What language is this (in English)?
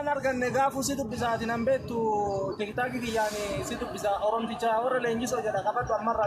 Oromo